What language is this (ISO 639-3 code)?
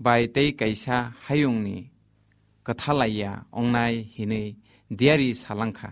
trp